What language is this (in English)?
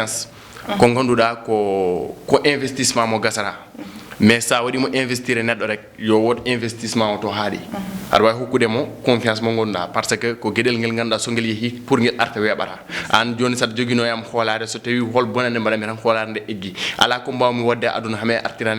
Fula